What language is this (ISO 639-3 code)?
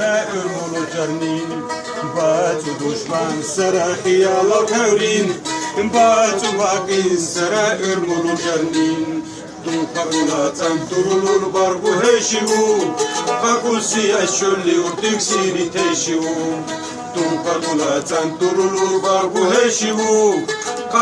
lbe